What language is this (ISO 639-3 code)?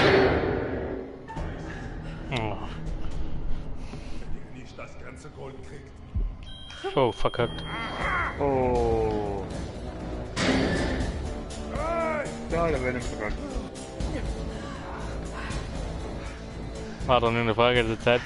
deu